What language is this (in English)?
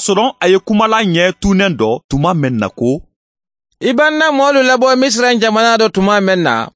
Mandingo